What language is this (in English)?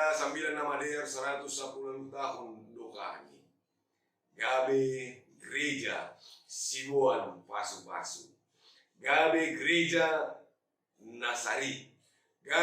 Batak Simalungun